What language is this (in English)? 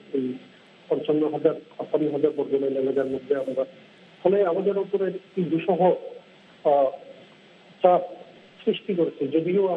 Bangla